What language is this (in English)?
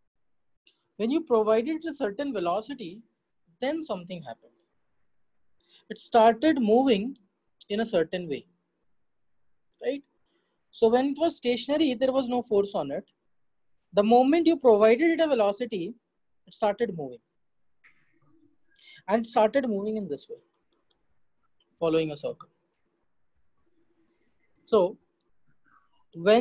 English